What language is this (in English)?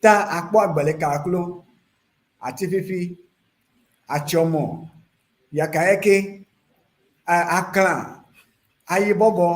Ewe